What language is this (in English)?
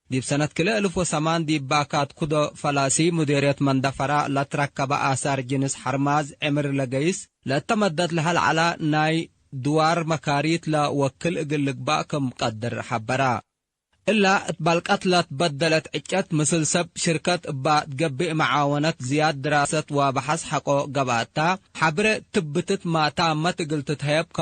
Tigre